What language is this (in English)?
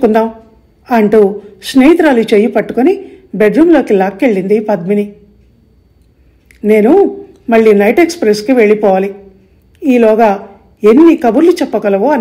Telugu